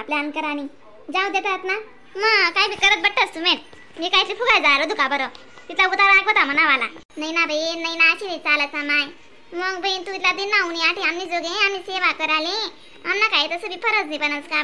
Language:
Khandesi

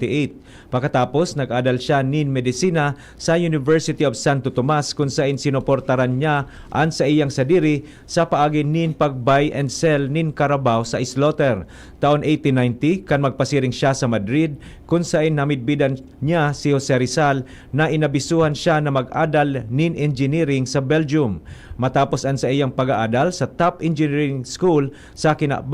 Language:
Bikol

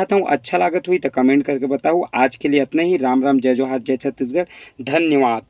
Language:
Chhattisgarhi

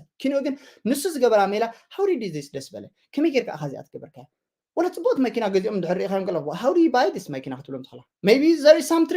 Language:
Tigrinya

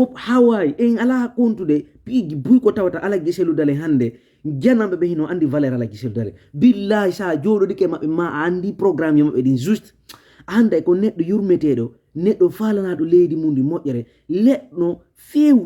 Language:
Fula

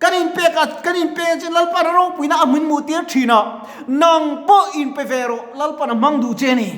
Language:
Mizo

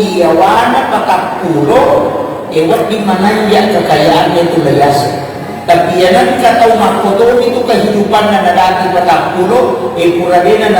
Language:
Buginese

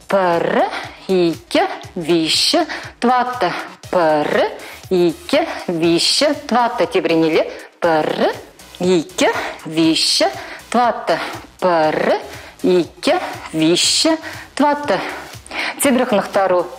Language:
Chuvash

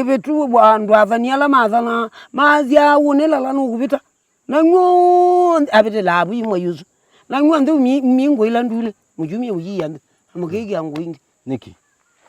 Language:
Kamba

